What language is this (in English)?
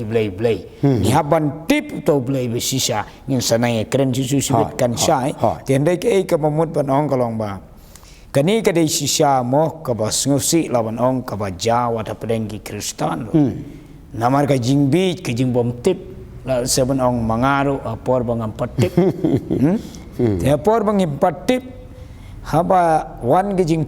Khasi